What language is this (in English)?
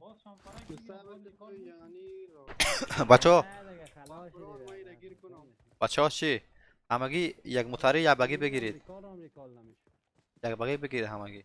Persian